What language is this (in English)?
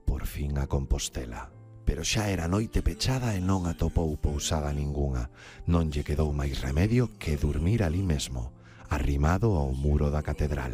Galician